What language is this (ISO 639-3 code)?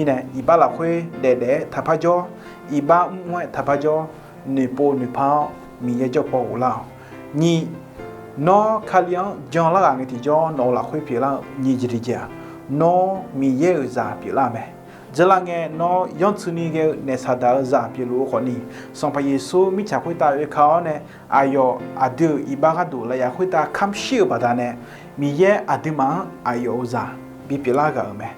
ahk